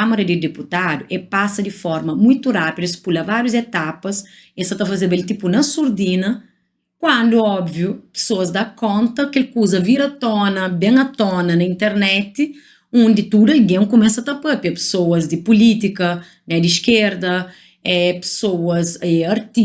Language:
Kabuverdianu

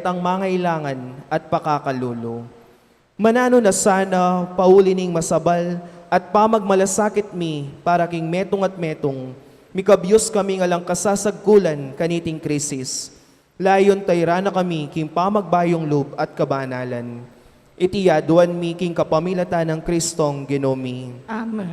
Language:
Pampanga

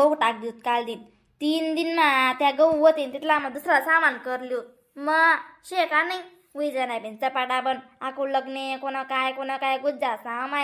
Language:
Khandesi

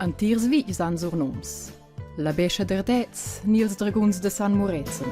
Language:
Romansh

